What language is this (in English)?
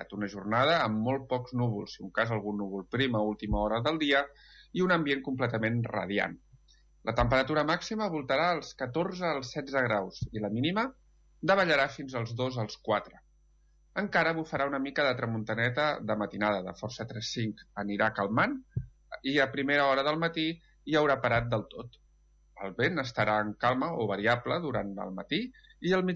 Catalan